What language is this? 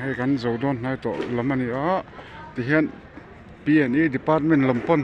Mizo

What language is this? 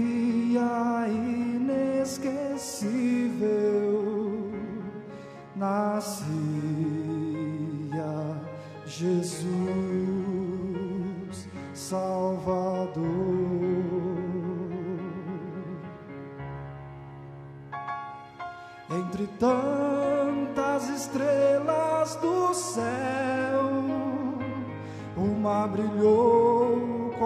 Portuguese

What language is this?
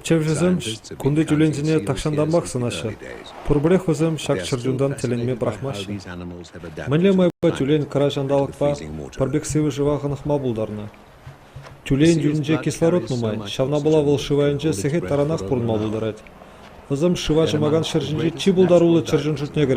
Chuvash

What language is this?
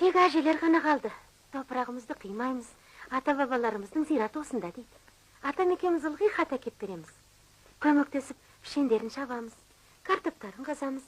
Kazakh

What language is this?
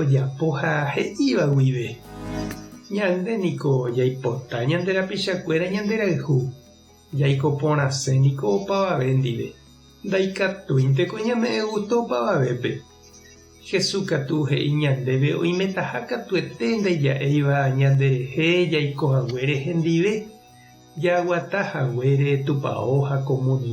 Guarani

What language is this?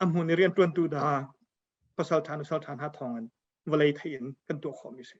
Hakha Chin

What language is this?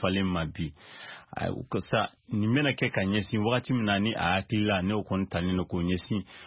Bambara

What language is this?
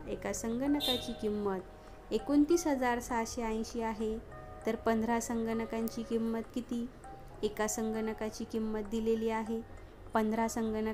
Marathi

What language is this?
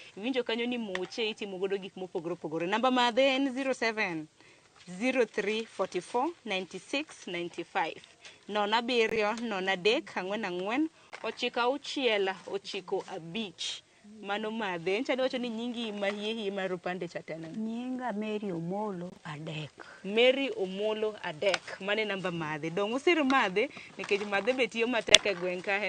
Luo (Kenya and Tanzania)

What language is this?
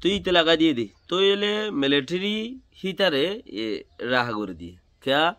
Rohingya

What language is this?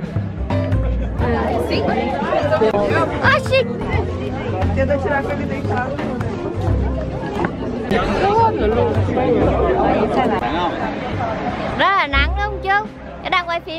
Vietnamese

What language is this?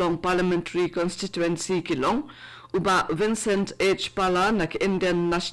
Khasi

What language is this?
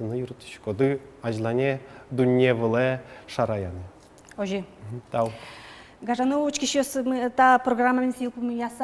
Udmurt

